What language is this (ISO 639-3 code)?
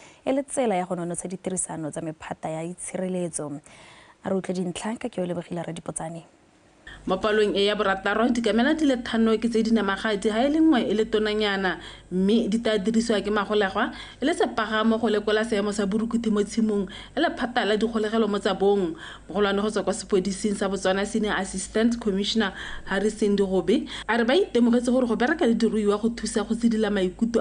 tsn